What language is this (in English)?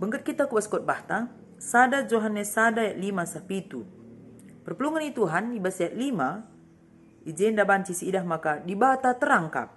Batak Karo